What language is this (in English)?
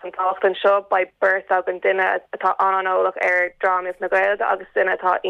Irish